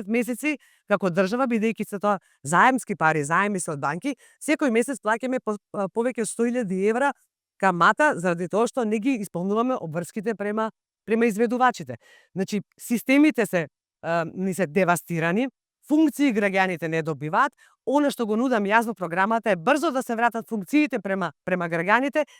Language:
Macedonian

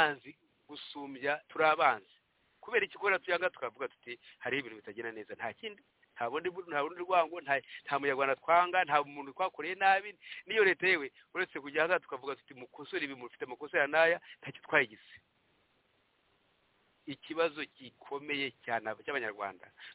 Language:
Kinyarwanda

